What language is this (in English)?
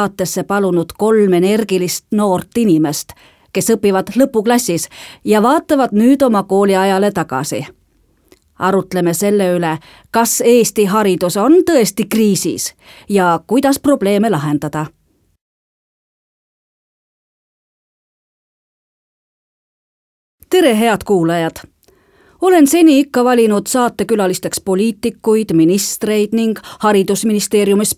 Estonian